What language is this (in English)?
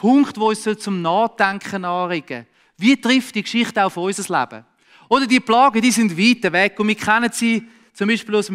Swiss German